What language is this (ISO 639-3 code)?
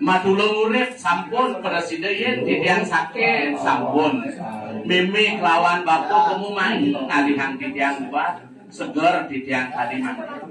ban